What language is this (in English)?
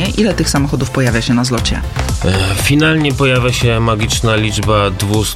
Polish